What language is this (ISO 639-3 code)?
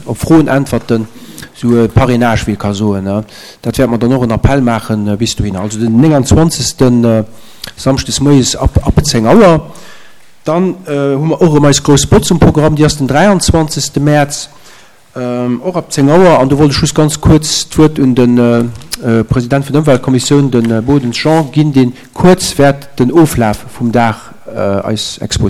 ltz